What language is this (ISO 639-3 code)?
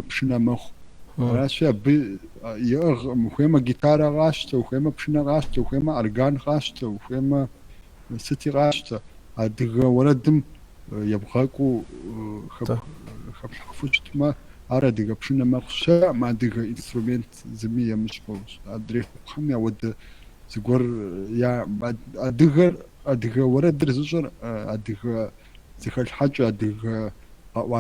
kbd